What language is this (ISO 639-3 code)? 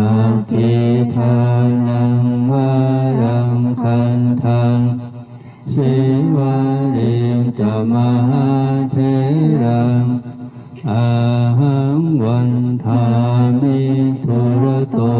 pli